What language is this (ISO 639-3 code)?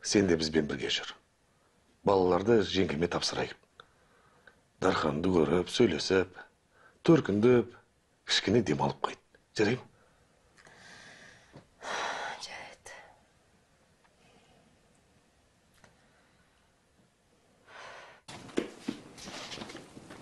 kaz